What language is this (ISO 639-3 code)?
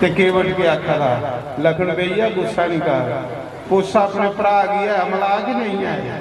doi